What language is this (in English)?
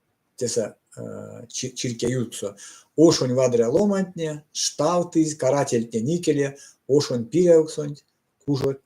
Erzya